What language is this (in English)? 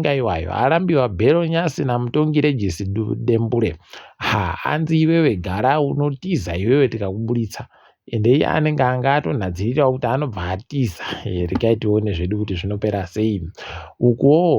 Ndau